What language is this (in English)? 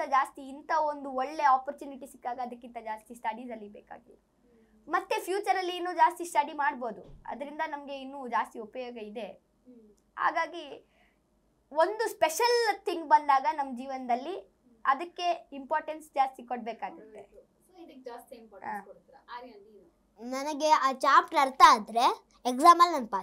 Kannada